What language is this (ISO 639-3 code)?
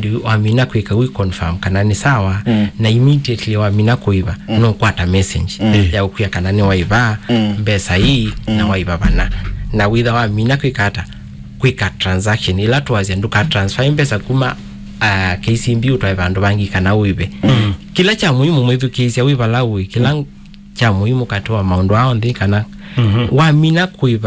kam